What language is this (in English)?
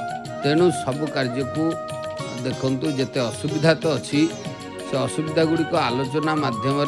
Odia